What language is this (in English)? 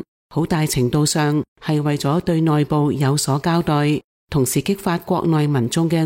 Cantonese